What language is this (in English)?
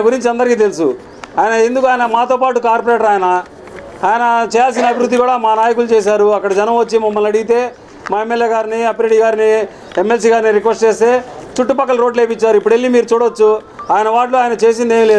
Telugu